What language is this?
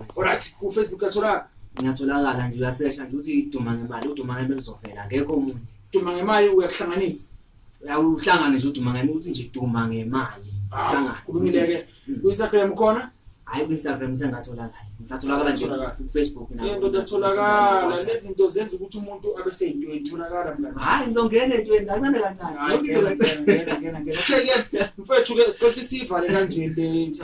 Zulu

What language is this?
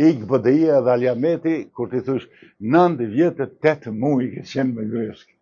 Albanian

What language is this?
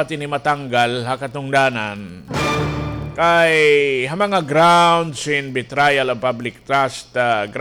Waray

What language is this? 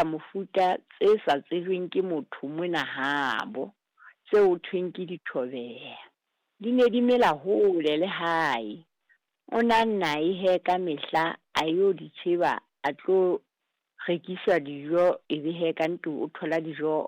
Southern Sotho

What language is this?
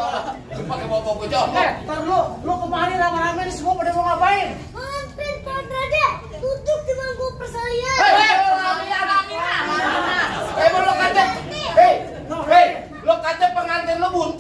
Betawi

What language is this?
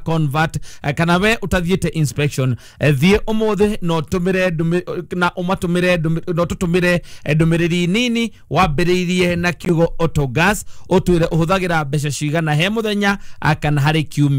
Kikuyu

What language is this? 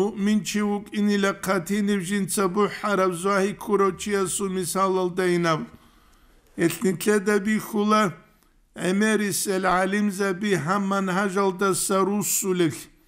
Avaric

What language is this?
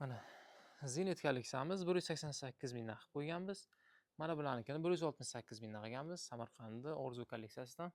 Uzbek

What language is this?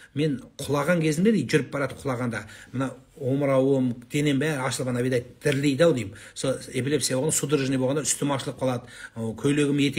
Kazakh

